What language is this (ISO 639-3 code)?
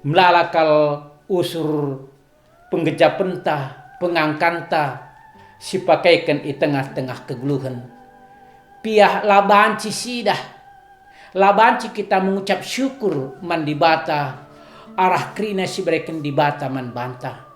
btx